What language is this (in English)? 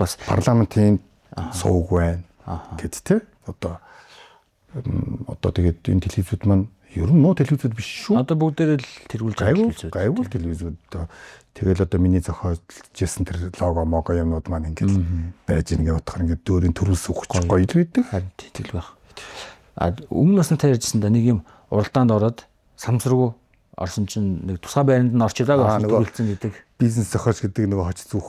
Mongolian